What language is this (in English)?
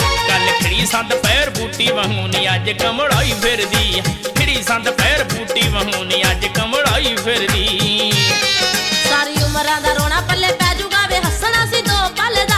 Punjabi